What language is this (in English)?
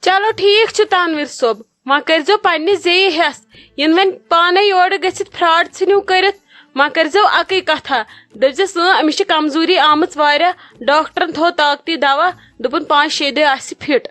Kashmiri